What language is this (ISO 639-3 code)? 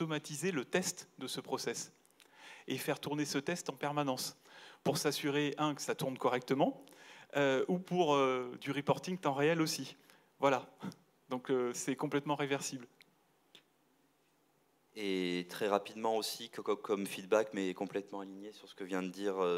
fra